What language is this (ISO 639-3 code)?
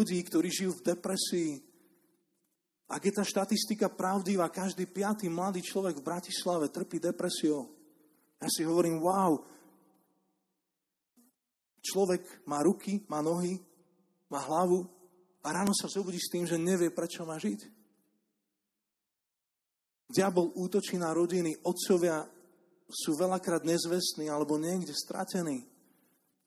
slk